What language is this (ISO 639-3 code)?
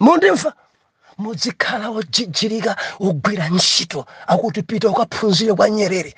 nya